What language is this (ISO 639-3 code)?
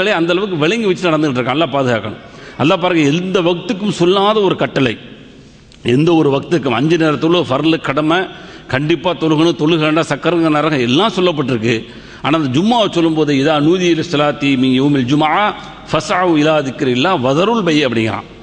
tam